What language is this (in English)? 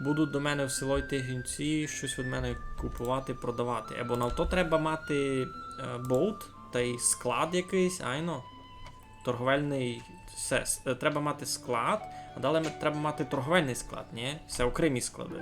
Rusyn